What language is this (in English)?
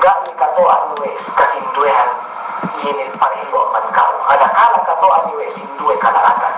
Yakan